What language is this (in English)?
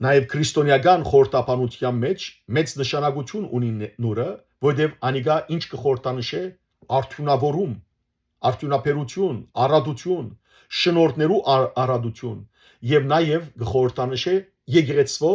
Western Armenian